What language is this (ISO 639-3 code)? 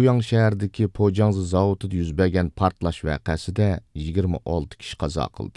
uig